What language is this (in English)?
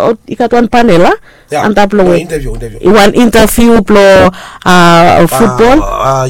Bislama